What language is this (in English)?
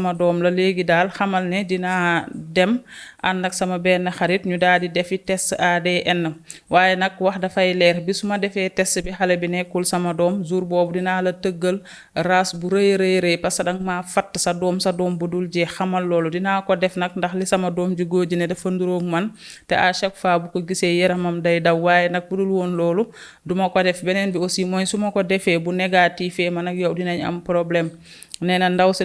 Wolof